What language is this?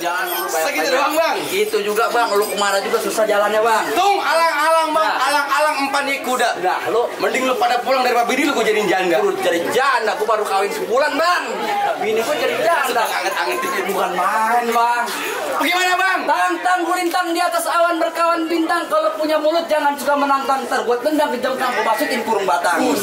Betawi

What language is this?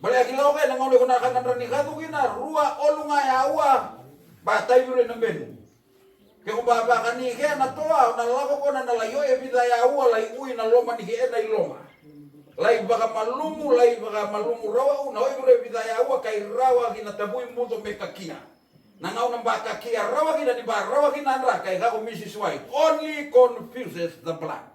Fijian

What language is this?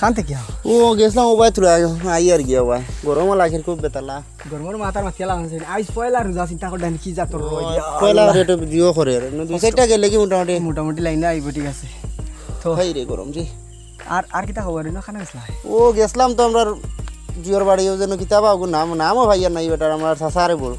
Sylheti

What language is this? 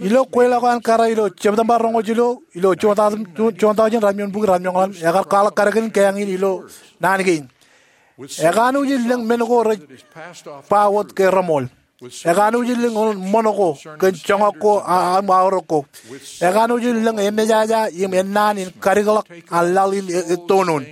Marshallese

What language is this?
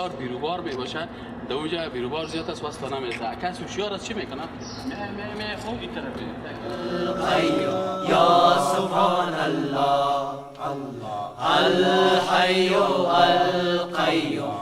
Persian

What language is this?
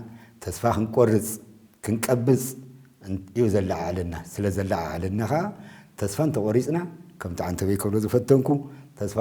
Tigrinya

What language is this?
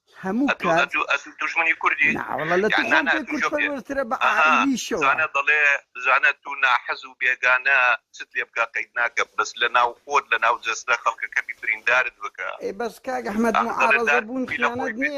Central Kurdish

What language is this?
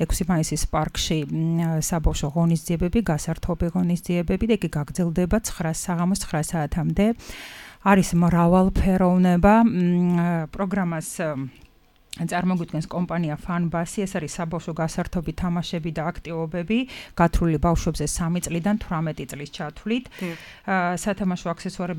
Georgian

